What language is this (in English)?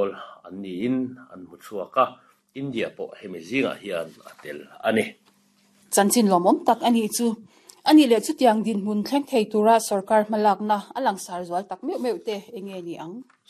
Mizo